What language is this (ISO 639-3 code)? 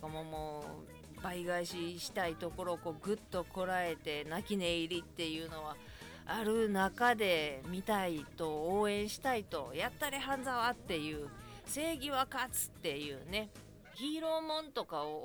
jpn